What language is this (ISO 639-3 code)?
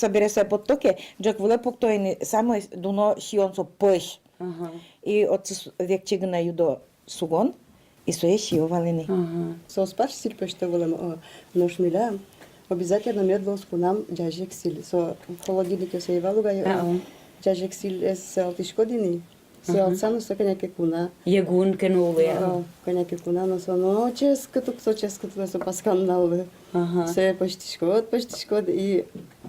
udm